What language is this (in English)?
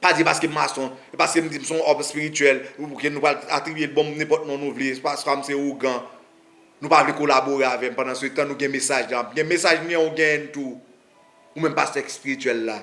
Haitian Creole